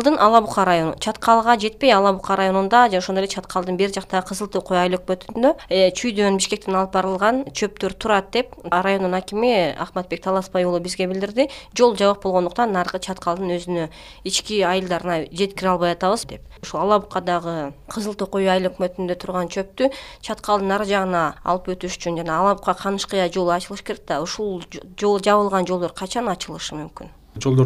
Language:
Kyrgyz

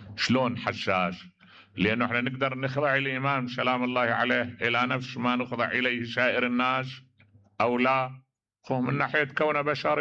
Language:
Mesopotamian Arabic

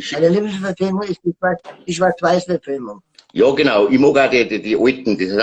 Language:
Bavarian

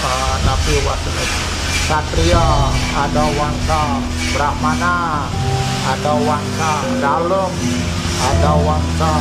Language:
Balinese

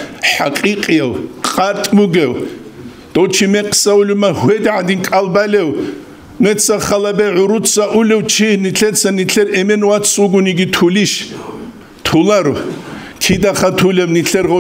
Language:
Avaric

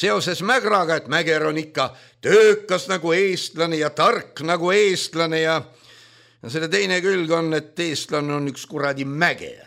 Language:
Estonian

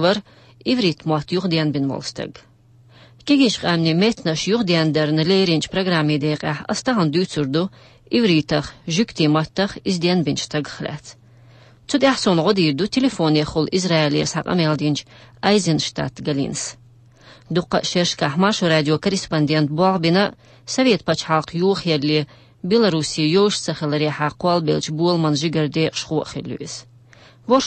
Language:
Chechen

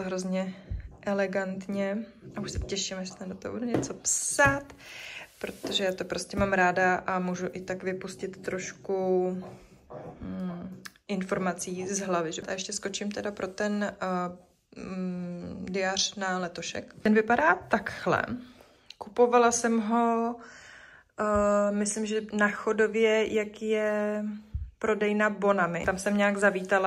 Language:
Czech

